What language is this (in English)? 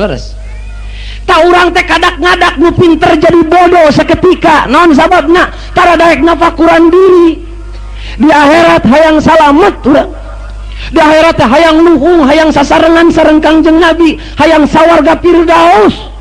Sundanese